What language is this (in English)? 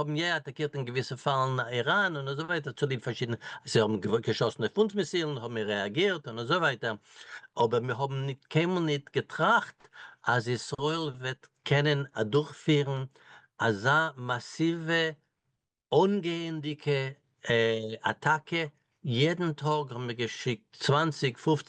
Yiddish